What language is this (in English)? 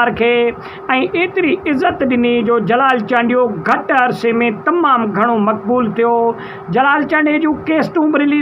Sindhi